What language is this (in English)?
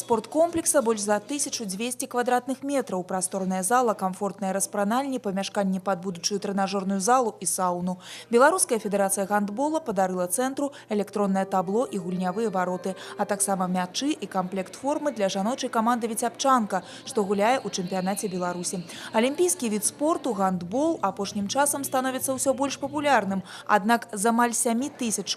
Belarusian